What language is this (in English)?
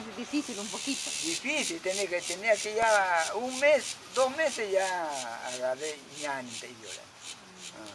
Ashéninka Perené